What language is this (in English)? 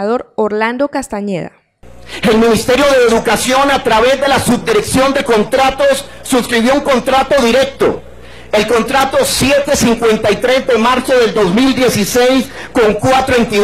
Spanish